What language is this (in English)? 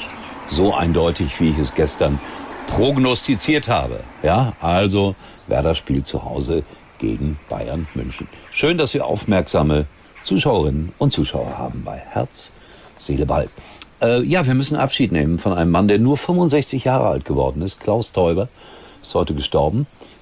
German